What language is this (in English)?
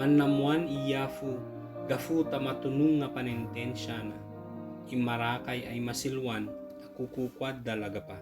Ibanag